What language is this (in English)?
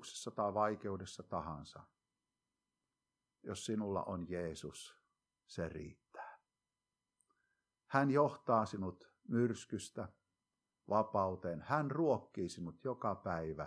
Finnish